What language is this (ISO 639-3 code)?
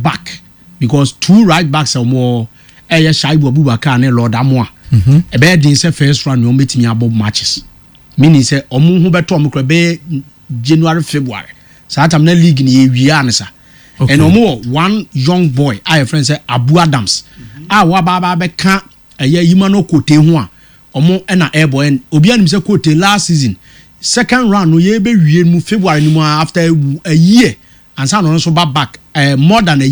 aka